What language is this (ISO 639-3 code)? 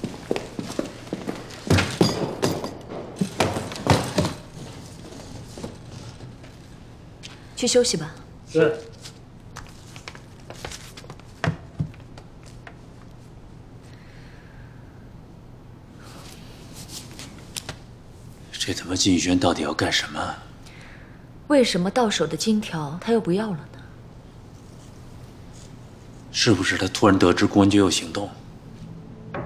zho